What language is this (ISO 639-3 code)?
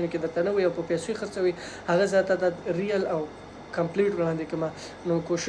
pus